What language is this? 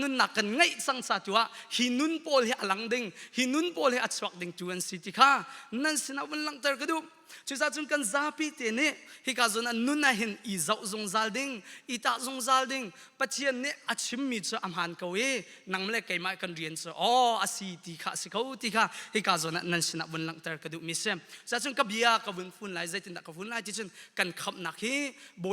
Hakha Chin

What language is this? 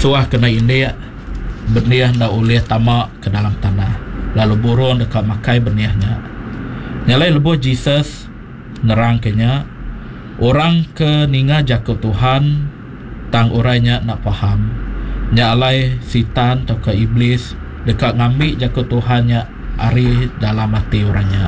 Iban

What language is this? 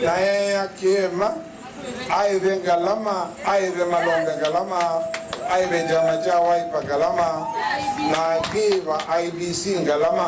Kamba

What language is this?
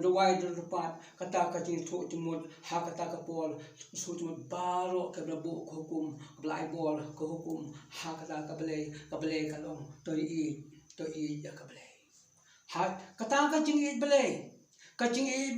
Khasi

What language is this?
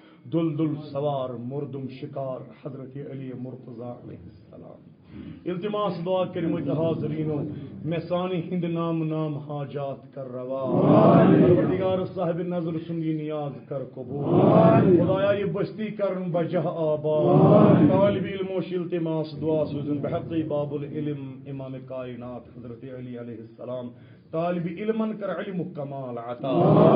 Kashmiri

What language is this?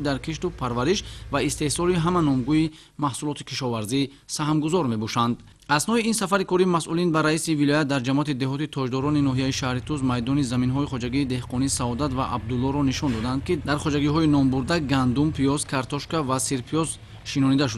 Tajik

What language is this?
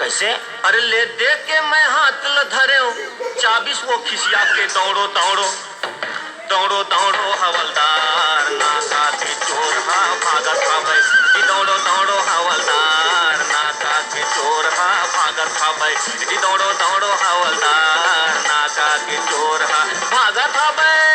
Chhattisgarhi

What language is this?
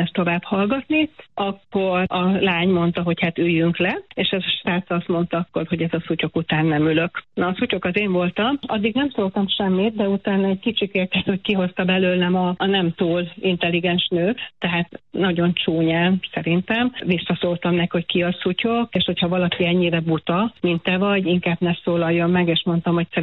Hungarian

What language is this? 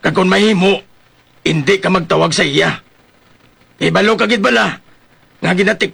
Hiligaynon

